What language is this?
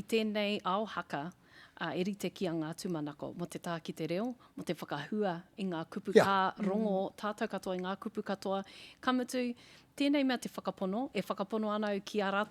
Māori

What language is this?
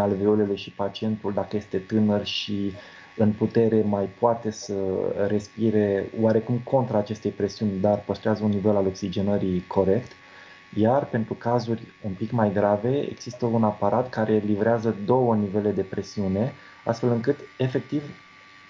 Romanian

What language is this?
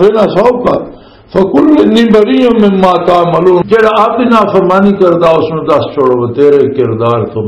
Western Panjabi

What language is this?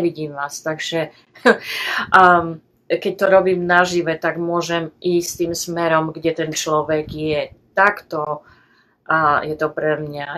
Slovak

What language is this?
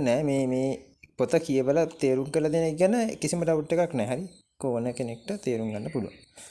Sinhala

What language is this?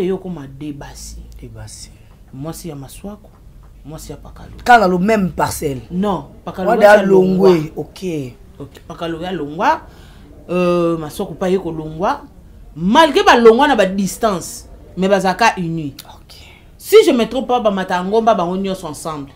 Lingala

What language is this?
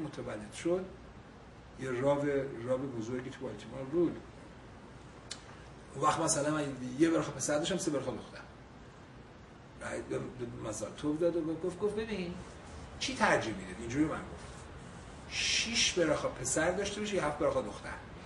Persian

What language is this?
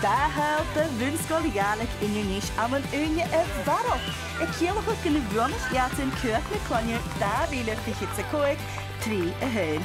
Scottish Gaelic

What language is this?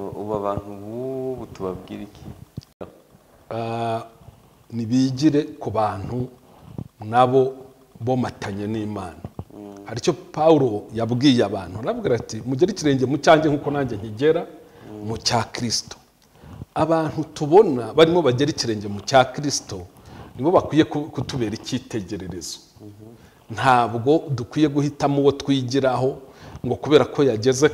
Kinyarwanda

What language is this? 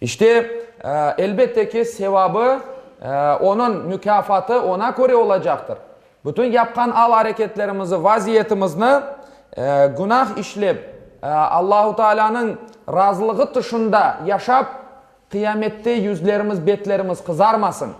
Crimean Tatar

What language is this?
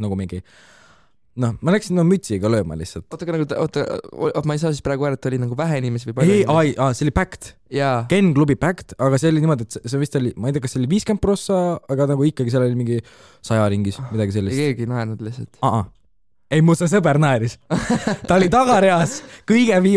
Estonian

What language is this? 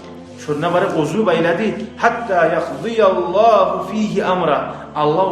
Kumyk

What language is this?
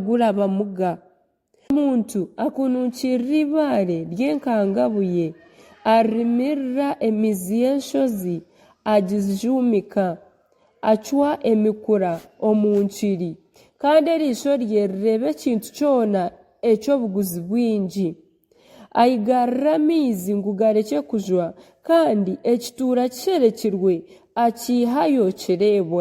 Nyankole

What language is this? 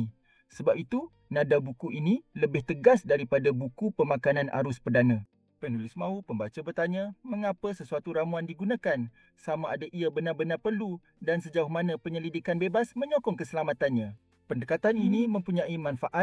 Malay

